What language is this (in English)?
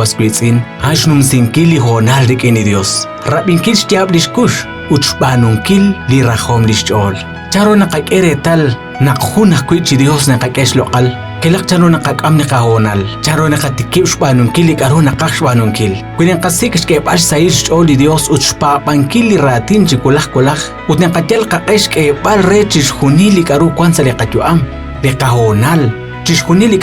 Kekchí